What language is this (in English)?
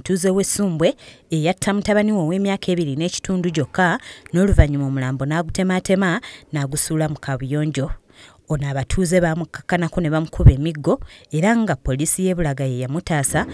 Ganda